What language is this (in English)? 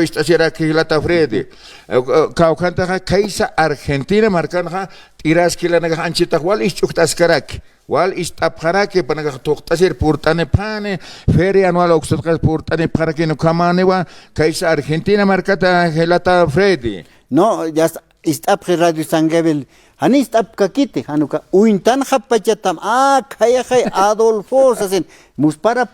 Aymara